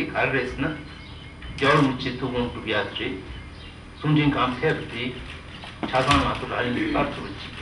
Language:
Tibetan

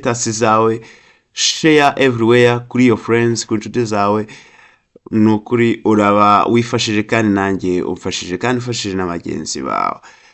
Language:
Kinyarwanda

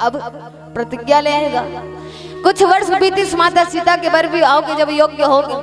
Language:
Chhattisgarhi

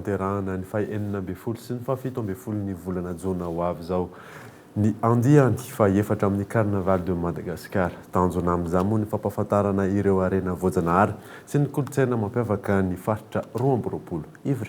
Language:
Malagasy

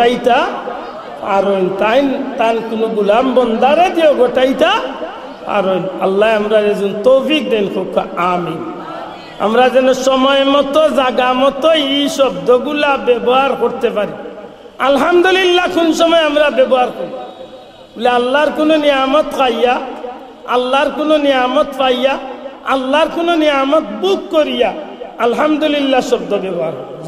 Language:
Sylheti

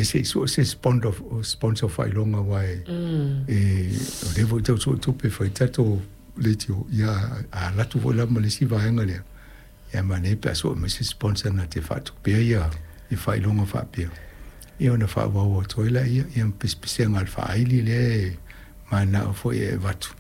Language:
Samoan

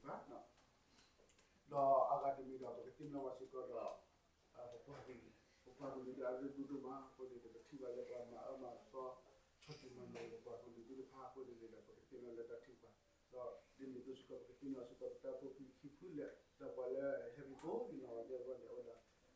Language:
S'gaw Karen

